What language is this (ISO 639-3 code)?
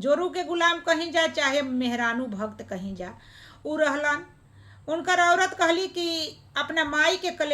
bho